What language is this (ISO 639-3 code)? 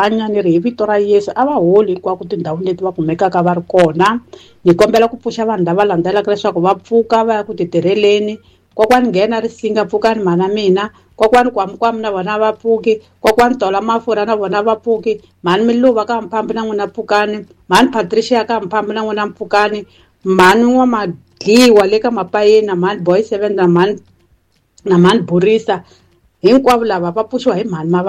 tso